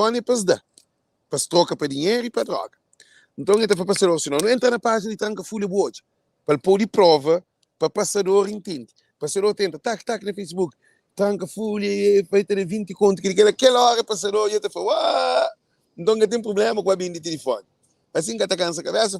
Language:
Kabuverdianu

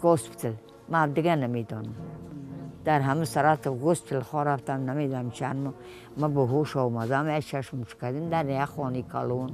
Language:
Tajik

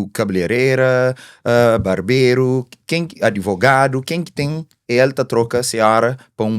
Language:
Kabuverdianu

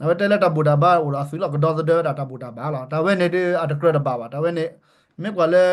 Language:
S'gaw Karen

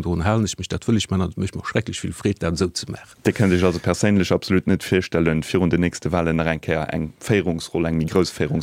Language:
Luxembourgish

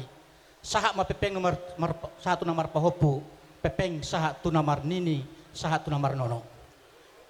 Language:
Batak Toba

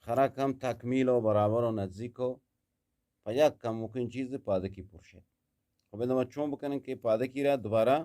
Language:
Eastern Balochi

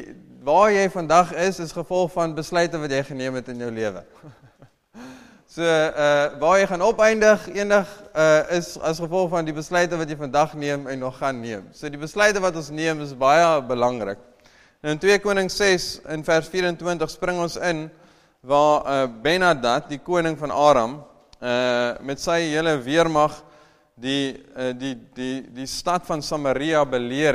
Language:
Afrikaans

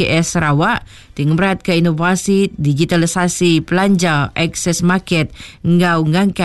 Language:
Iban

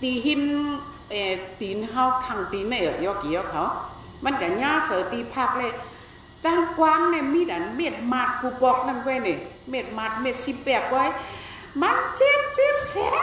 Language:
Shan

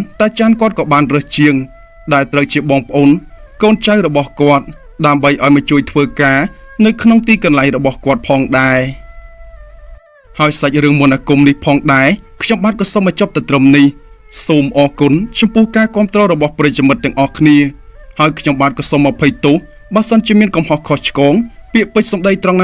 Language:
Khmer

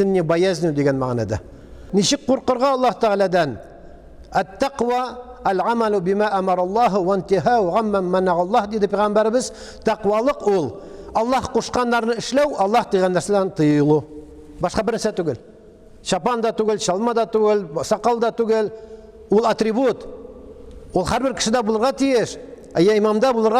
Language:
Tatar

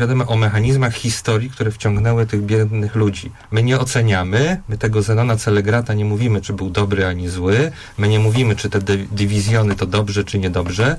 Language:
Polish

